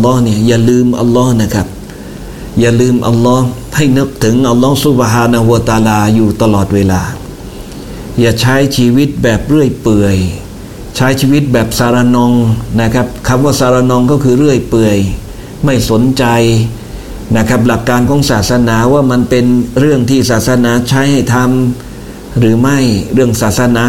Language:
Thai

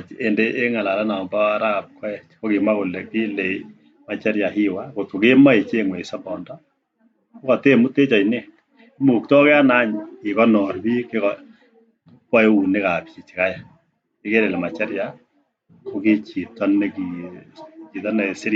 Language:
Kalenjin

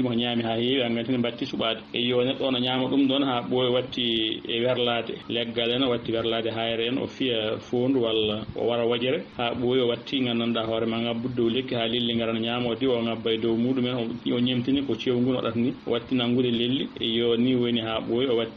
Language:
Fula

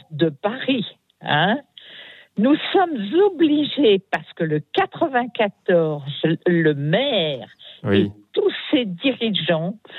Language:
French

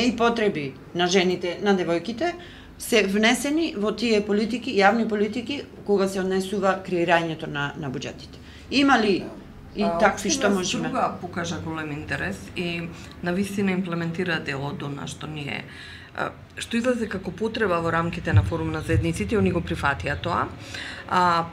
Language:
Macedonian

